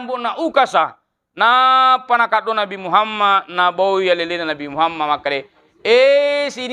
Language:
Buginese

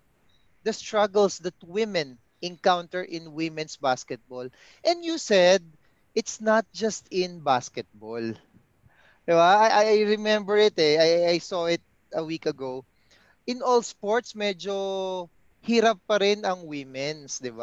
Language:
Filipino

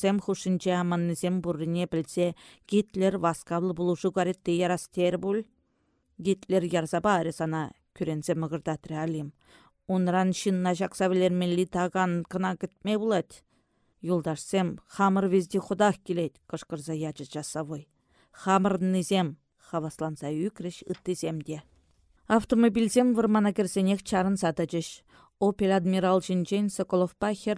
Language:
Chuvash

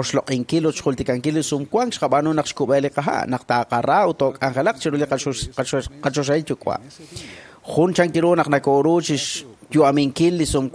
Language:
Kekchí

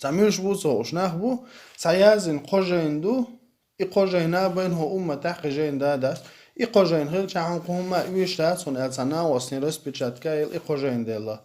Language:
Chechen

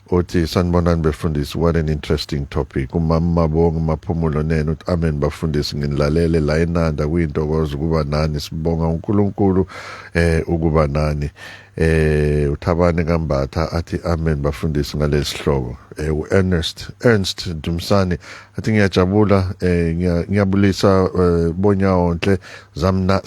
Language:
Zulu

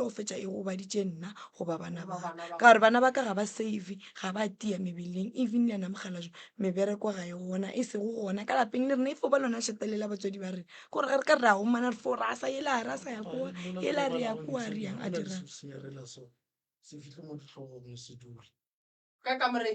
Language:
Northern Sotho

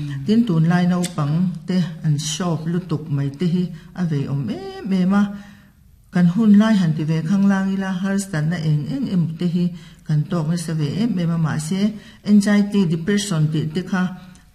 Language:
Mizo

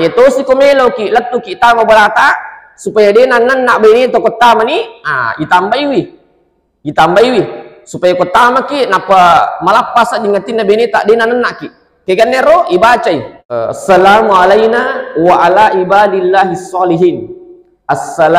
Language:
Buginese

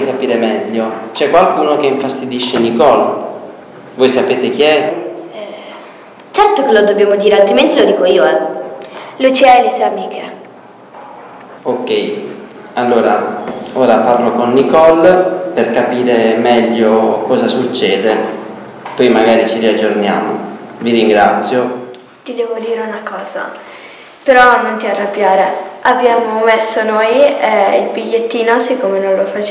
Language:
Italian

